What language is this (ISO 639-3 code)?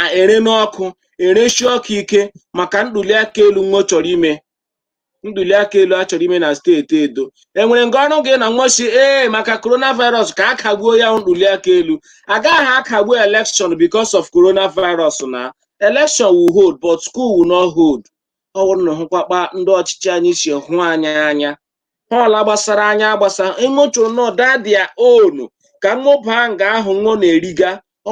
ibo